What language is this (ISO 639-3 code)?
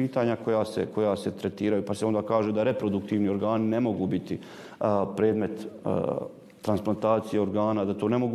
bos